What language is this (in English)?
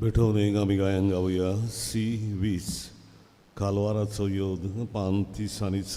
Konkani